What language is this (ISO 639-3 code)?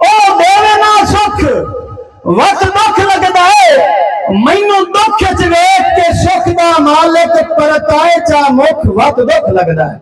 skr